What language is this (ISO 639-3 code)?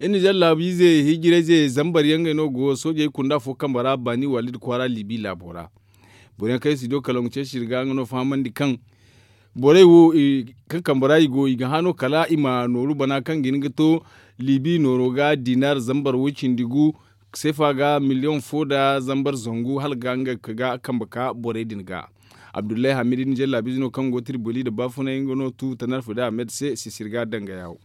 dje